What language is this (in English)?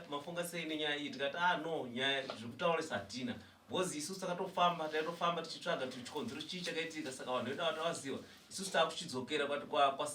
Shona